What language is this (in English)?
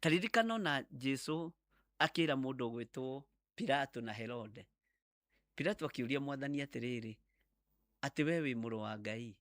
Kikuyu